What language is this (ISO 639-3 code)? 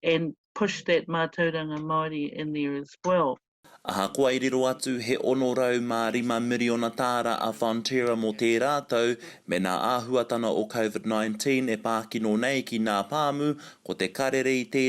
mri